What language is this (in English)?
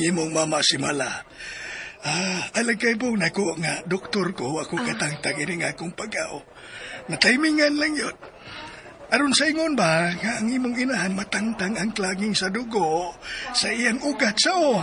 Cebuano